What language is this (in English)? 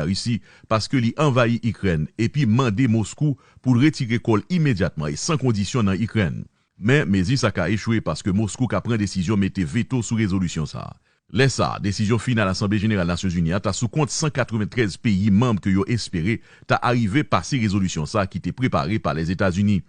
Haitian Creole